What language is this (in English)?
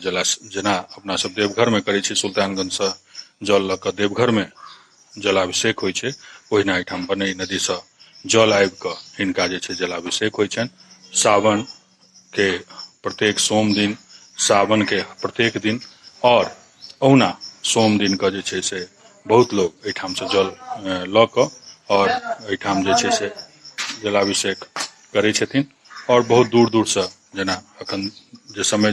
Maithili